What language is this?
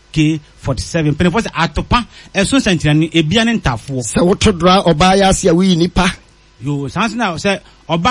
Akan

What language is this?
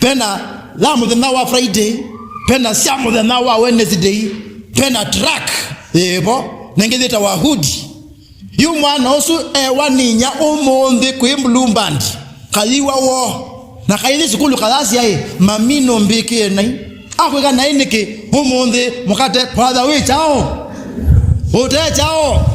Kamba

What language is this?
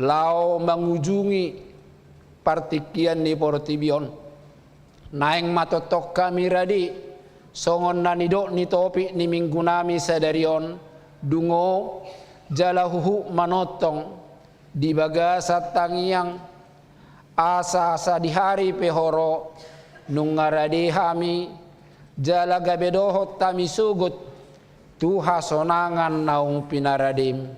Batak Toba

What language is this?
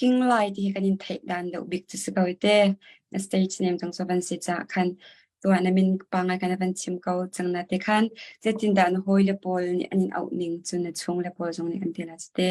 Hakha Chin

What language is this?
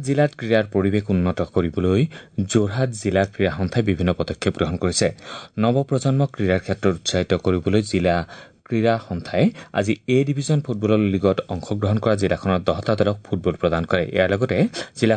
Assamese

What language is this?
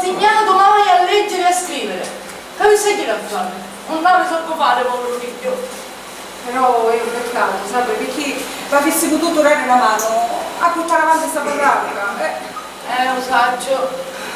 Sicilian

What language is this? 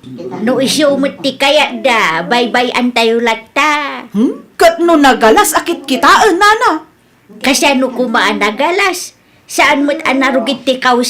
Iloko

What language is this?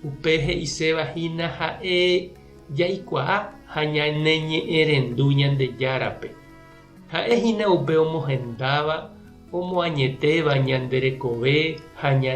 Guarani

